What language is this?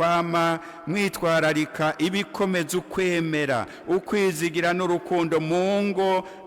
Rundi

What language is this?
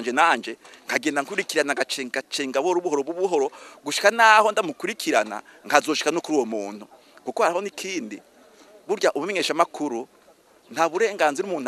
Rundi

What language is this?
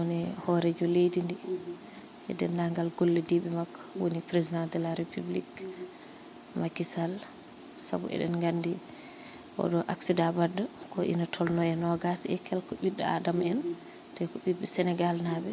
Fula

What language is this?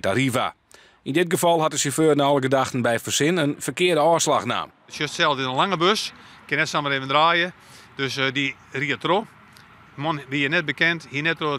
Western Frisian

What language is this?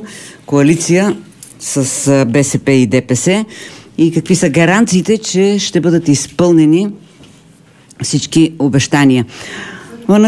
Bulgarian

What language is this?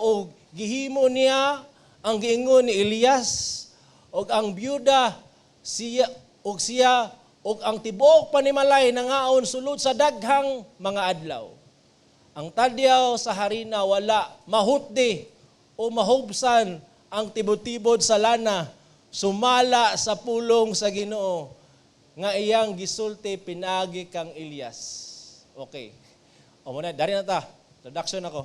Cebuano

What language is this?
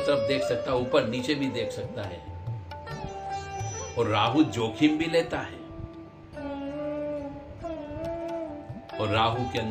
Hindi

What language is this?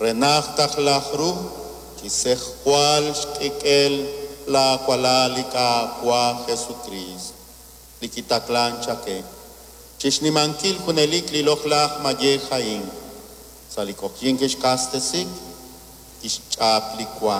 Kekchí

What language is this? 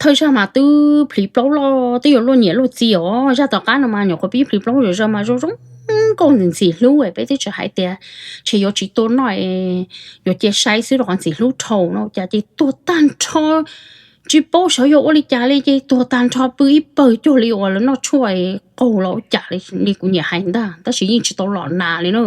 Hmong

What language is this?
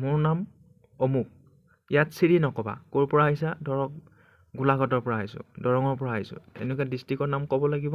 Assamese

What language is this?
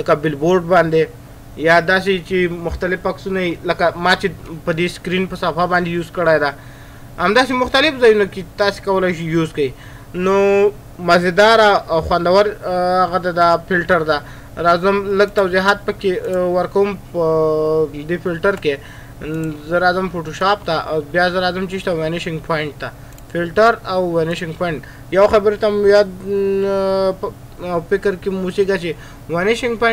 Pashto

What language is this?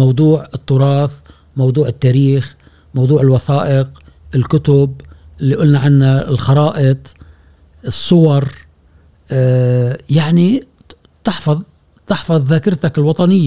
Gulf Arabic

